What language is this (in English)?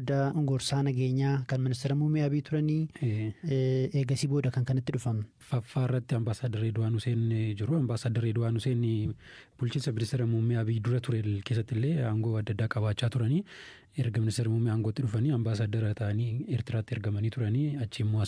Oromo